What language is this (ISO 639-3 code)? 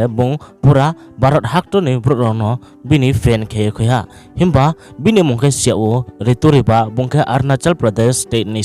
ria